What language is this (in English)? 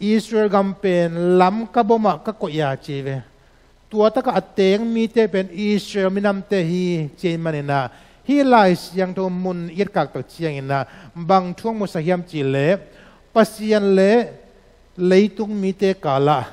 Tedim Chin